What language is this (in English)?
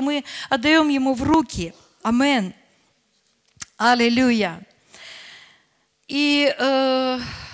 Russian